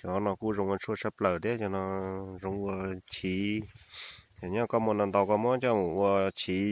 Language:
Hmong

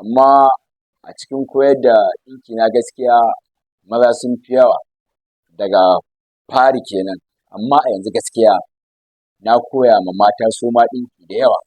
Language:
Hausa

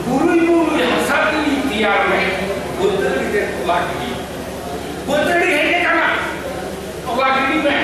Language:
Santali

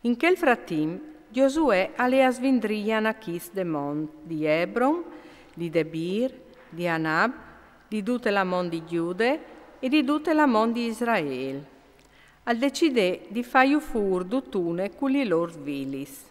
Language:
Friulian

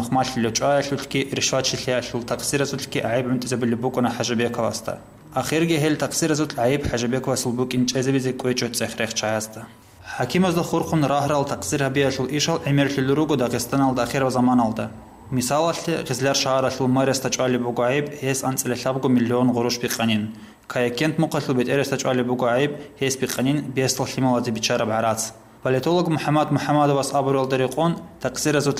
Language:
Avaric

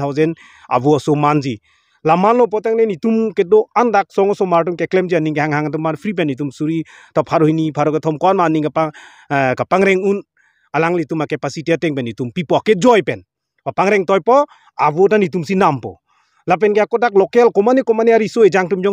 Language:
Karbi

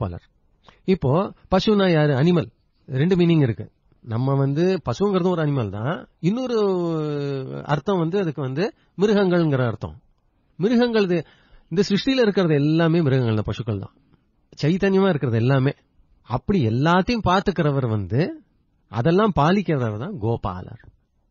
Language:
Tamil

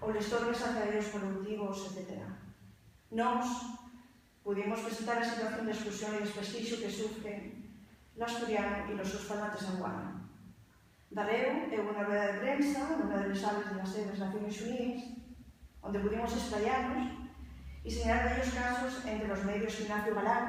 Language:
Asturian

